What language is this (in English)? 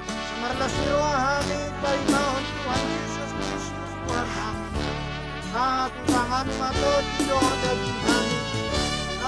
Batak Toba